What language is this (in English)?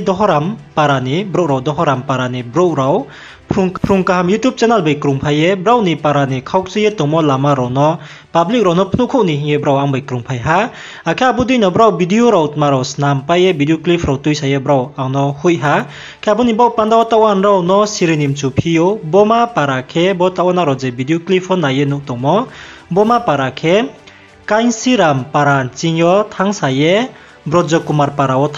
Riang (India)